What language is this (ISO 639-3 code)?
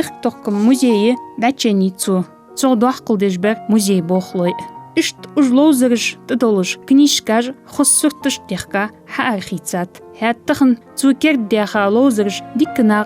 inh